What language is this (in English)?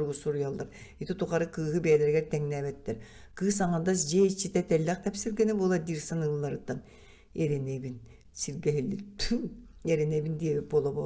Yakut